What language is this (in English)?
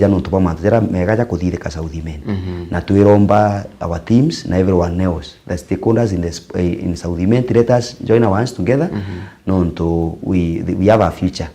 Meru